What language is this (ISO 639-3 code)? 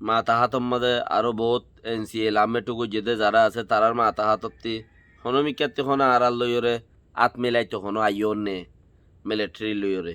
rhg